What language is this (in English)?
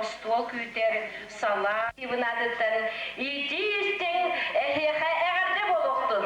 Yakut